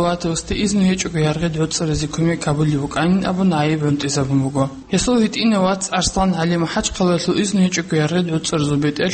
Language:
Avaric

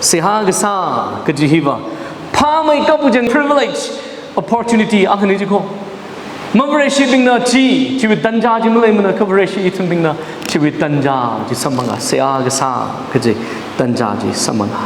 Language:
Tangkhul Naga (India)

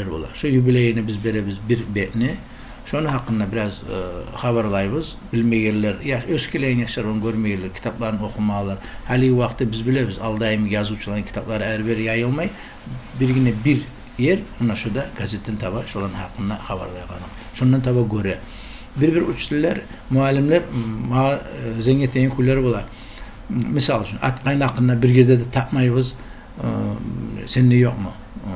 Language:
Kumyk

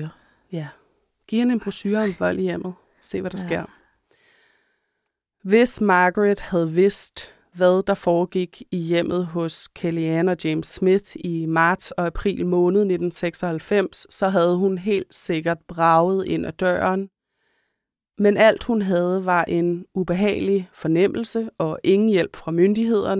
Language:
Danish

